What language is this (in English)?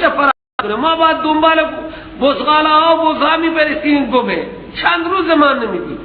Persian